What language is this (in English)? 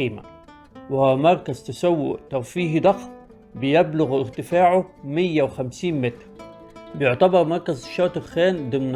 Egyptian Arabic